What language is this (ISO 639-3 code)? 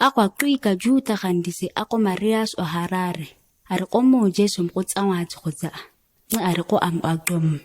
gnk